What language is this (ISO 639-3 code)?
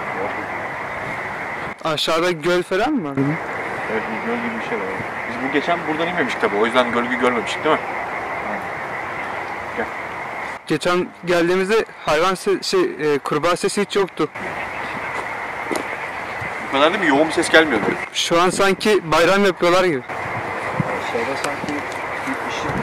tur